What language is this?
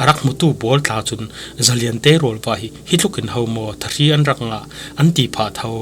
Falam Chin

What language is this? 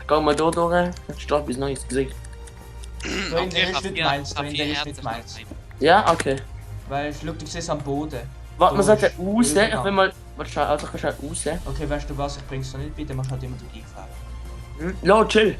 Swiss German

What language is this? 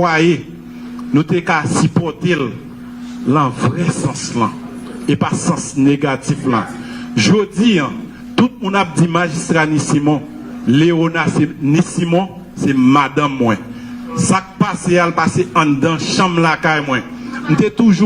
Haitian Creole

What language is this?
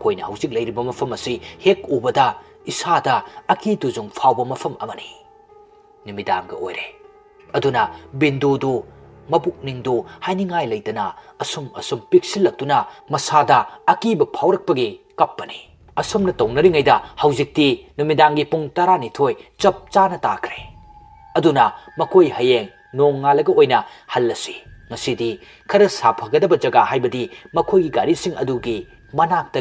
Manipuri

